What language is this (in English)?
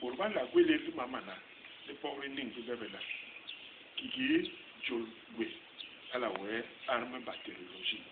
Basaa